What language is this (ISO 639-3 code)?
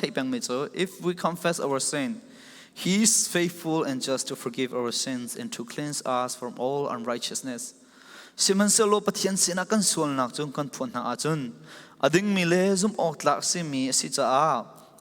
cfm